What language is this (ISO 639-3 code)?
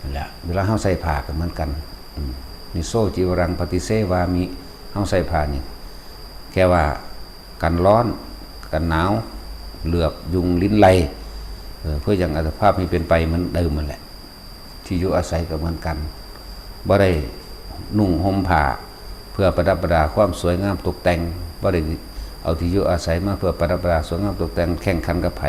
tts